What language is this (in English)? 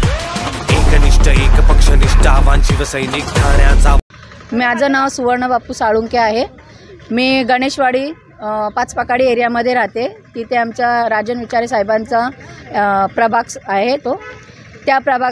Marathi